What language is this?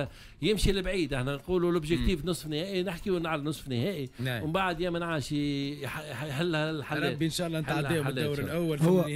Tunisian Arabic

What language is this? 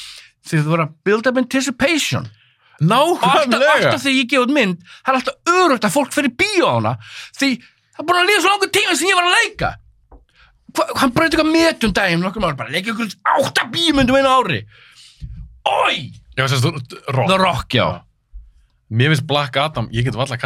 Icelandic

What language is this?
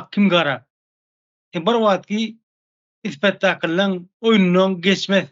Turkmen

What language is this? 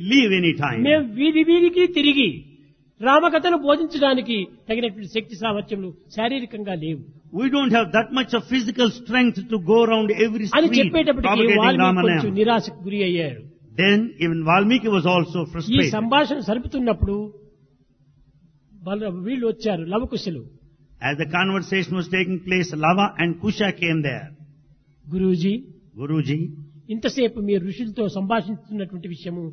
Telugu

